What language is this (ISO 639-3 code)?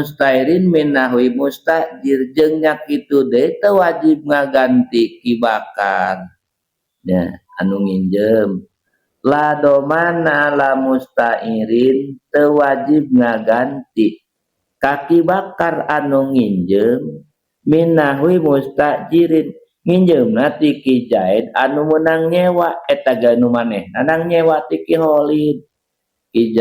sun